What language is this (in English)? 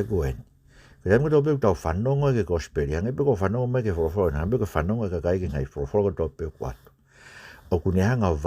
Tongan